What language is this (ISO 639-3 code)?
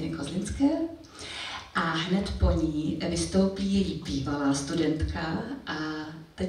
ces